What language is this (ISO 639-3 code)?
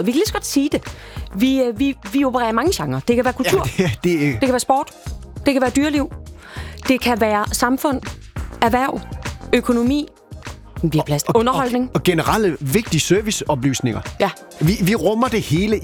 dan